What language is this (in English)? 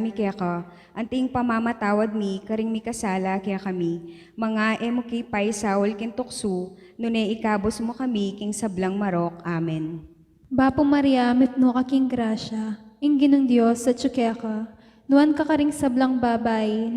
Pampanga